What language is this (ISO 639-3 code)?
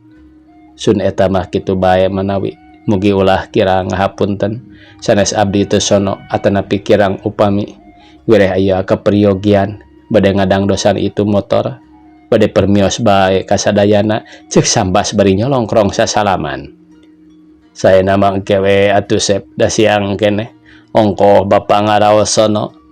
sun